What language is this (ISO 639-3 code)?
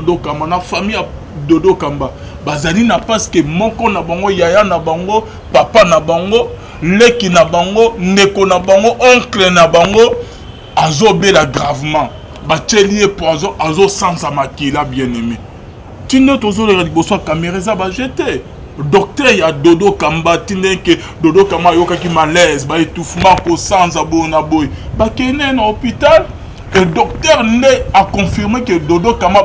lin